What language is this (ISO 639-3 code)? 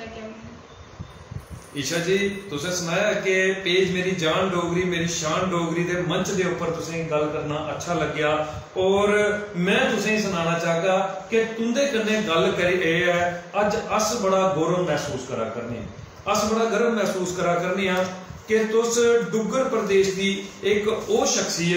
doi